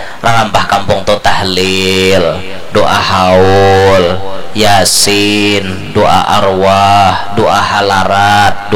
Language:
Banjar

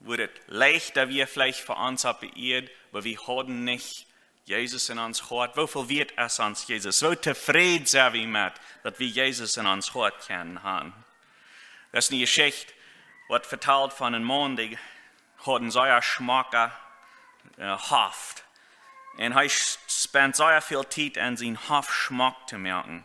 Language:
Plautdietsch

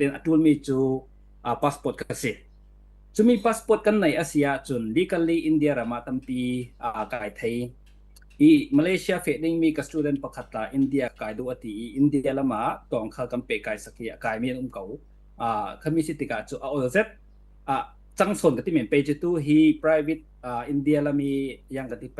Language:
Falam Chin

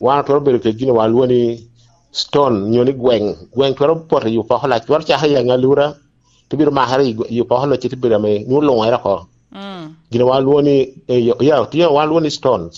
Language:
Lango (Uganda)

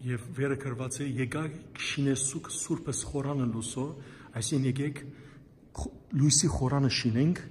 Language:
Western Armenian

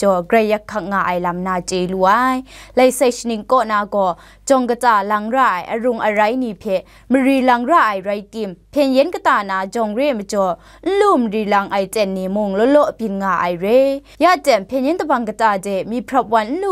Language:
Kachin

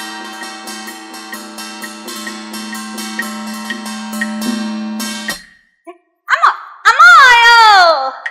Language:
Pu-Xian Chinese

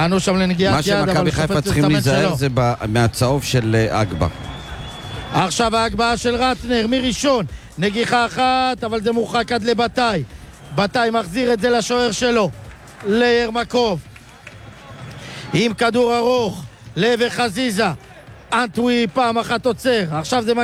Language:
Hebrew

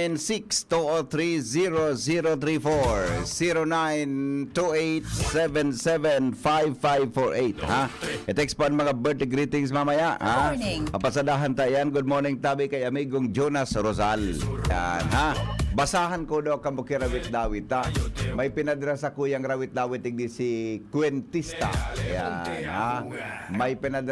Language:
Bikol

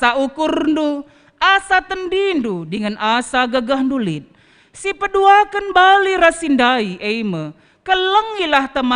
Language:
Batak Karo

